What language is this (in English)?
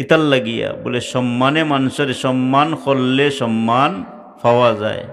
Sylheti